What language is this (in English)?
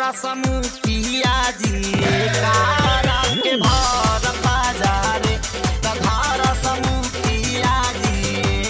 Bhojpuri